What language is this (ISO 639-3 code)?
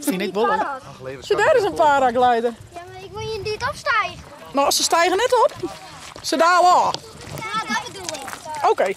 fry